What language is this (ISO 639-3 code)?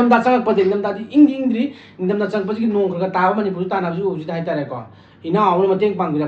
mni